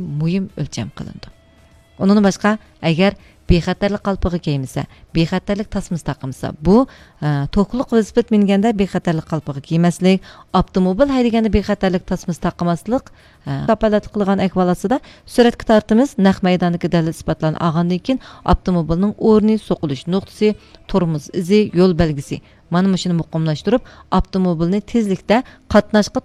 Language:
Uyghur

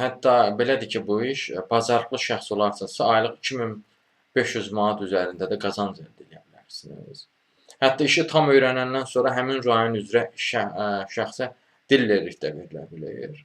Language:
Azerbaijani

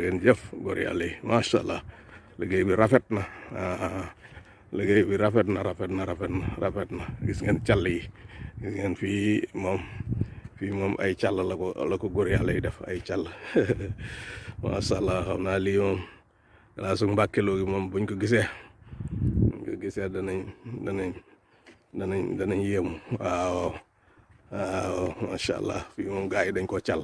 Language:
Wolof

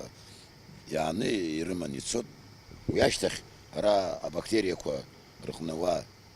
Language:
Abkhazian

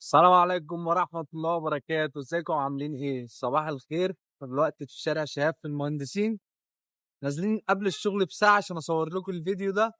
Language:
Egyptian Arabic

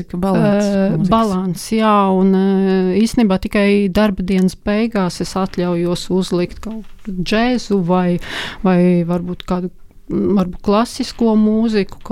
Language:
Latvian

